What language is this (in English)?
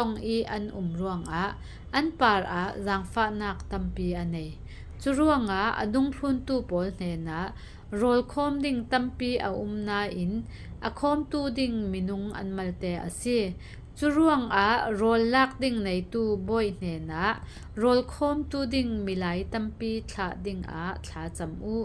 Falam Chin